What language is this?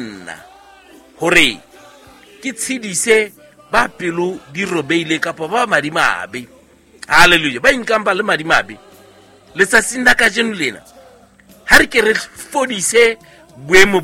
Southern Sotho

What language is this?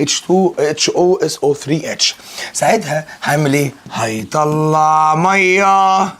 Egyptian Arabic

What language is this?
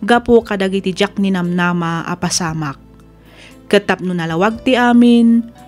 Iloko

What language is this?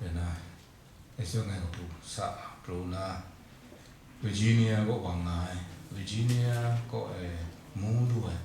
Kachin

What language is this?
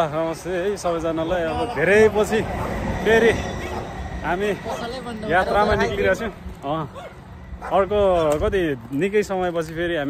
Nepali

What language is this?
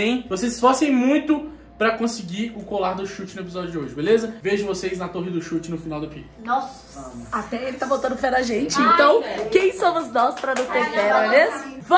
Portuguese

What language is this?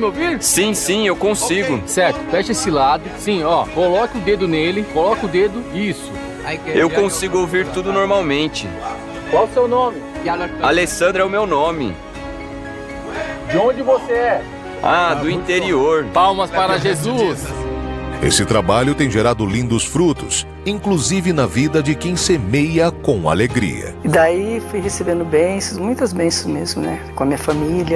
Portuguese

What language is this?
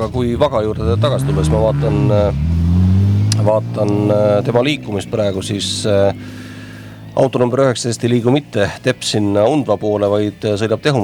Estonian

